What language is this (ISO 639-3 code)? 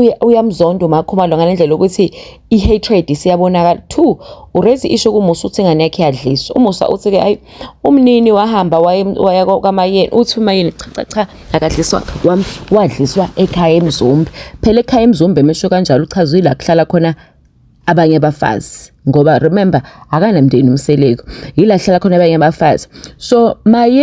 zul